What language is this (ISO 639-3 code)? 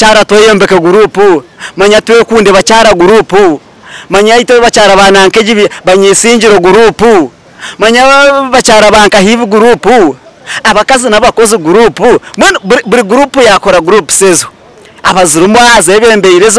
nyn